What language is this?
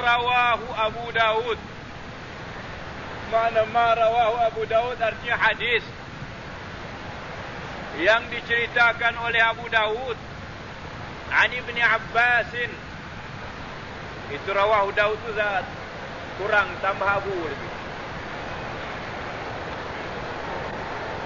Malay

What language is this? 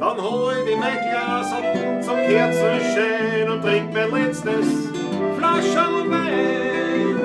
Bavarian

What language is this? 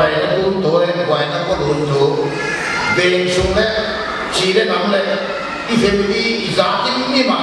Paite Chin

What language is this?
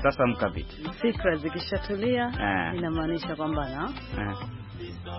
Swahili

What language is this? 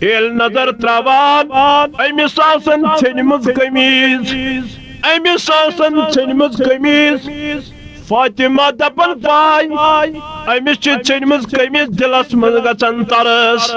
Kashmiri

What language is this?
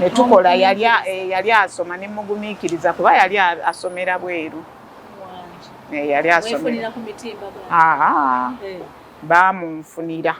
Ganda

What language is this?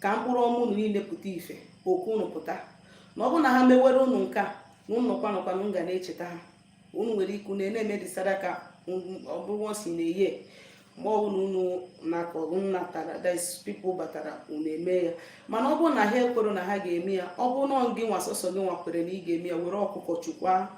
Igbo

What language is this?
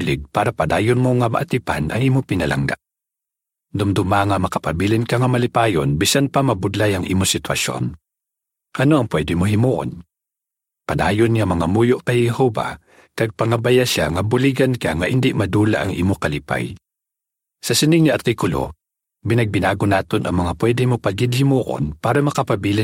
Hiligaynon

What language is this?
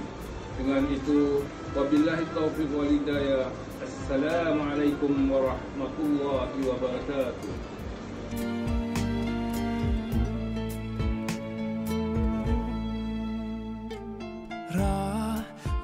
Malay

